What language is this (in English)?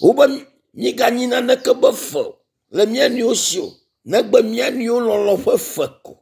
Ewe